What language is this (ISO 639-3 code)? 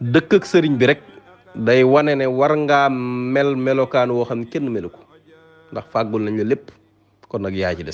wol